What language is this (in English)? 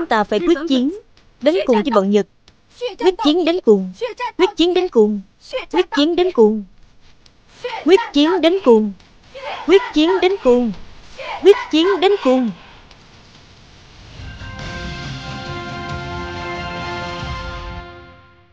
Vietnamese